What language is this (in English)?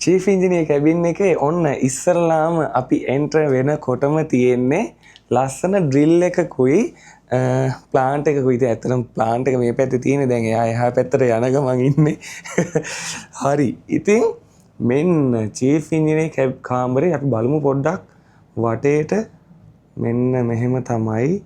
Sinhala